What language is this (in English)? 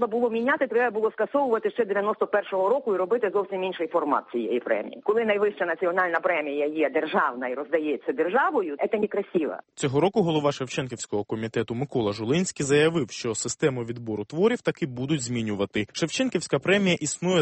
Ukrainian